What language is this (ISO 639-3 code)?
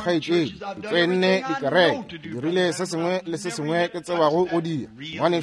nso